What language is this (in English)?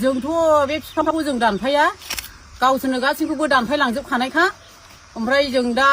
Bodo